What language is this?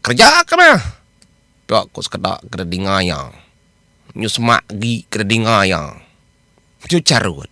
Iban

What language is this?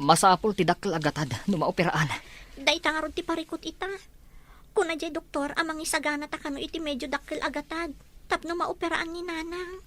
Iloko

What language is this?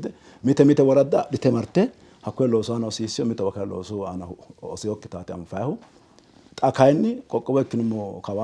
Sidamo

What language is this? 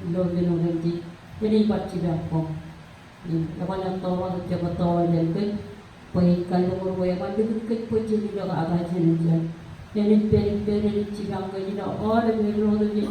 Marshallese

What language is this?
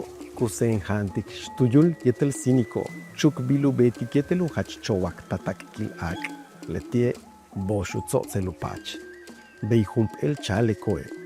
Yucateco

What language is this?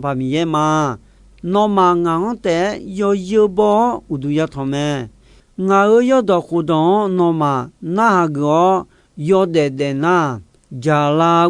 Akha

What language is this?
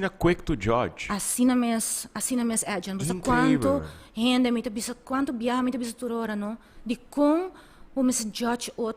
Papiamento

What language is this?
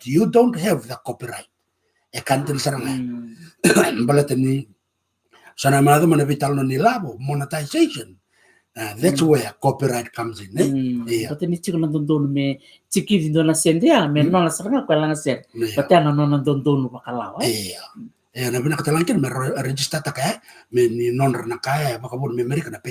Fijian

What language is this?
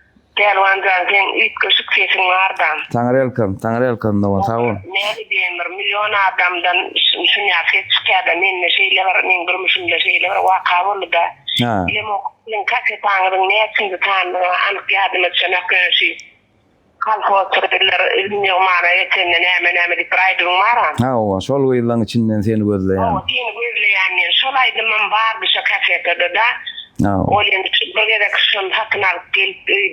Turkmen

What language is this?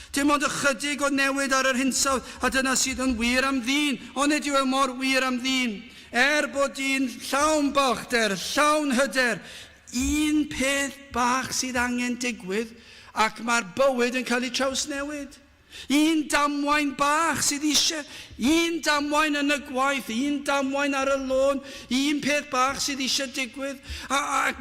Welsh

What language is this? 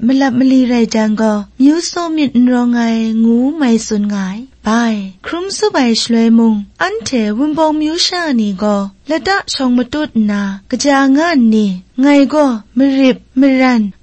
Kachin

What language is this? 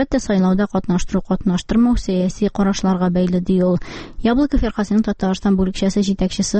Tatar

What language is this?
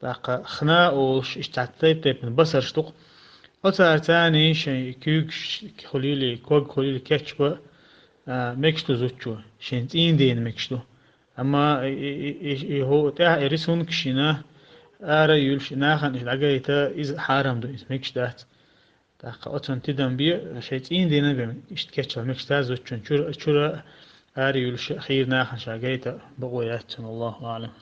Chechen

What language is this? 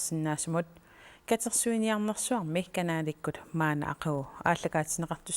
Kalaallisut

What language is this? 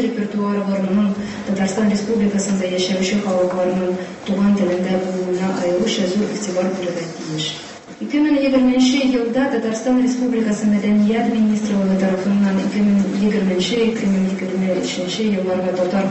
Tatar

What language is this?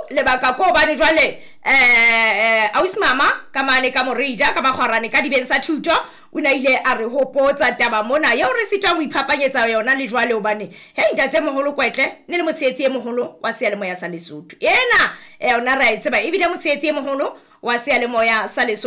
Southern Sotho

